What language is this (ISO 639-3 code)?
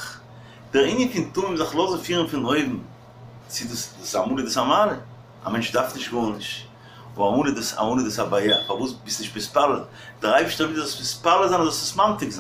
yid